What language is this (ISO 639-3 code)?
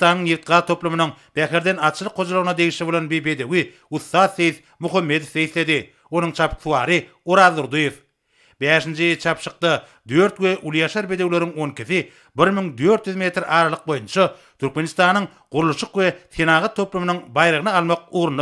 tuk